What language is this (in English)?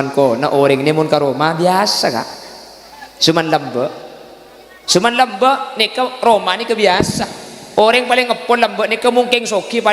Madurese